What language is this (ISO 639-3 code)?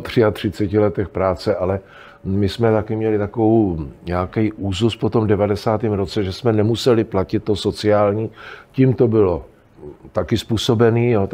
ces